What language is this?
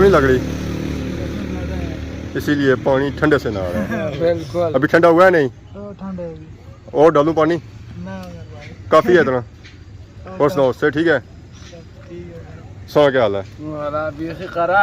Pahari-Potwari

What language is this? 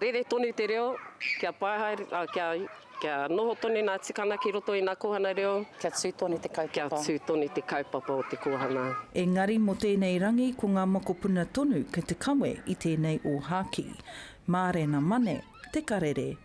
Māori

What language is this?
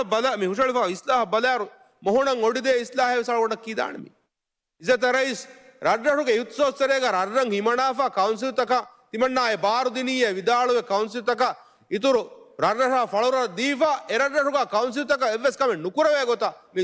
Divehi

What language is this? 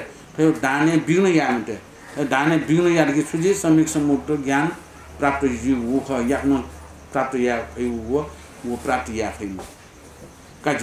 Newari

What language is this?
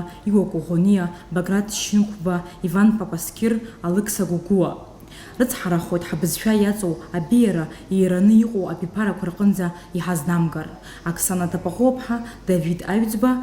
Abkhazian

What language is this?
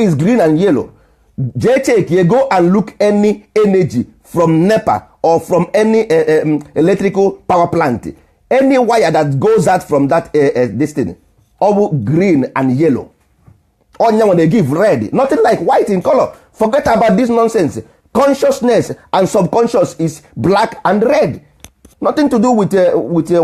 Igbo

